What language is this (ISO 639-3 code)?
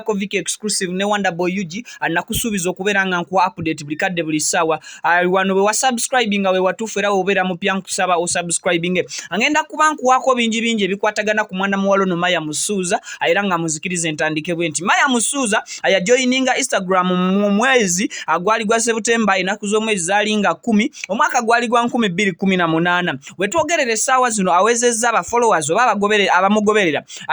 lug